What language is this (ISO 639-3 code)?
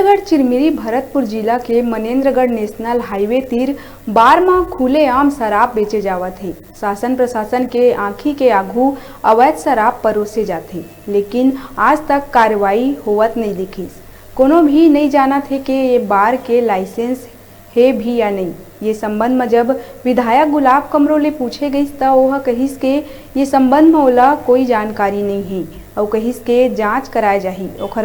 hne